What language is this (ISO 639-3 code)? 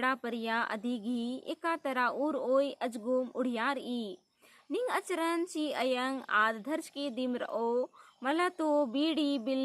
kru